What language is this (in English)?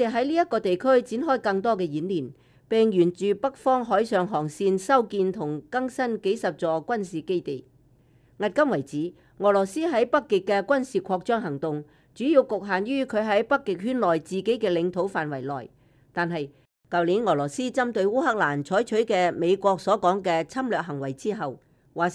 Cantonese